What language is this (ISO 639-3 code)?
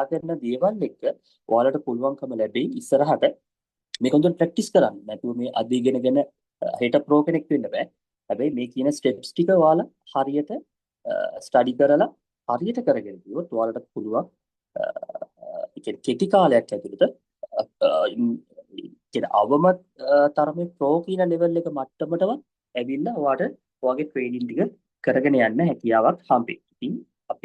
sin